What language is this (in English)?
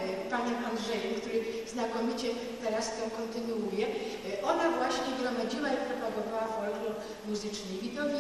Polish